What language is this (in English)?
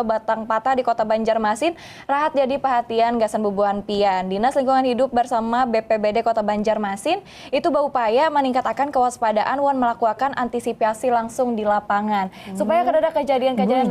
Banjar